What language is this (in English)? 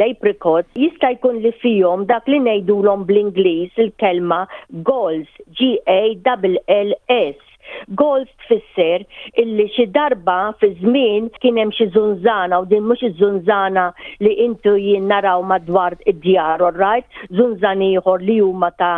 Maltese